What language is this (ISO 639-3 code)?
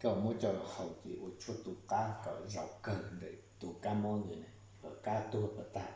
hmn